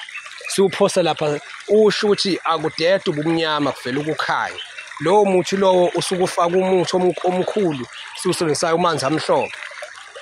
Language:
Zulu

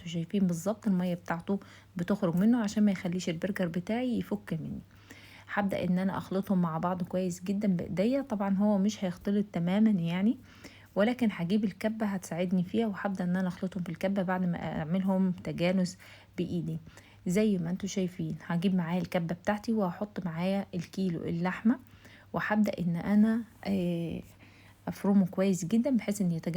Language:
Egyptian Arabic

